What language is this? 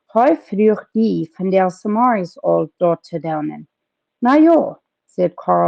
Plautdietsch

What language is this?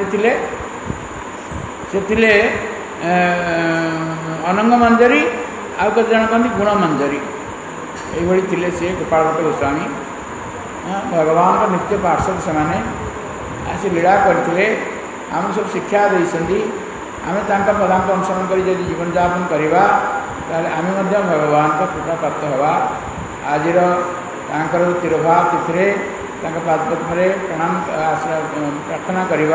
Odia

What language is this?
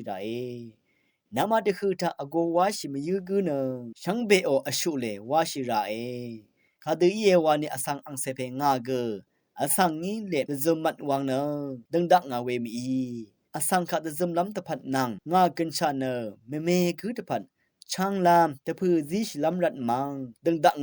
Rawang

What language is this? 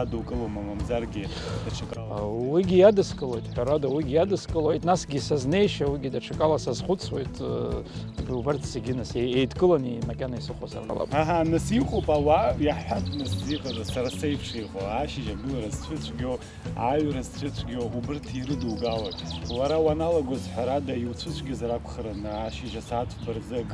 Abkhazian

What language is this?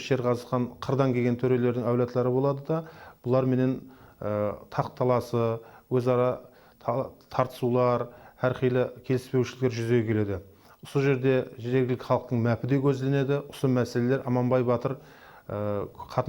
Kara-Kalpak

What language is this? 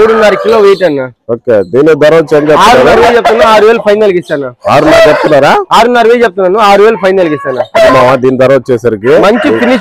Telugu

